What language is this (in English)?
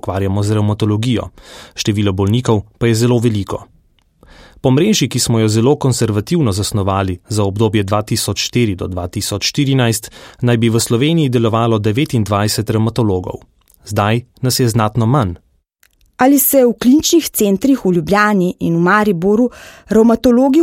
Slovenian